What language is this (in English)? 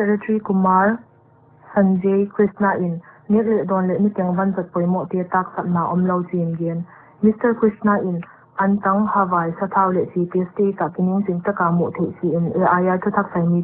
Paite Chin